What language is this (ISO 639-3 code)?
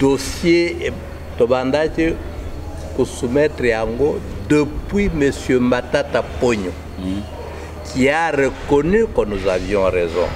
lin